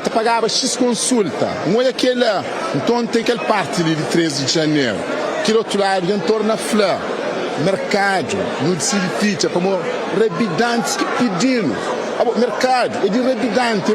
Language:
Kabuverdianu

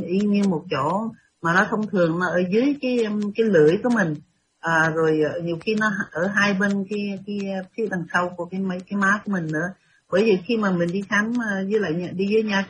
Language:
Vietnamese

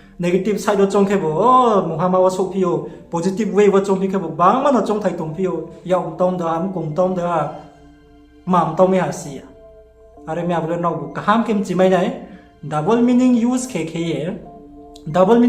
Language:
Riang (India)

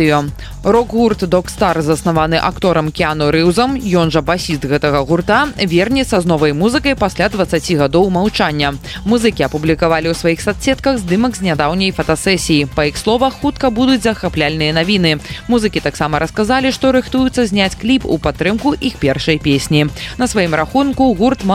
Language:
Belarusian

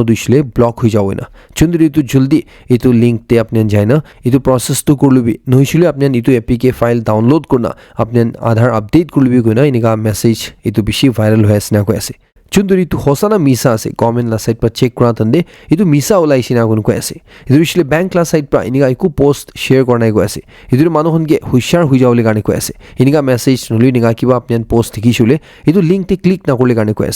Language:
Naga Pidgin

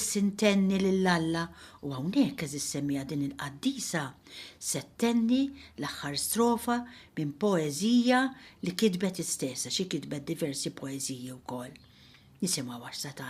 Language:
Maltese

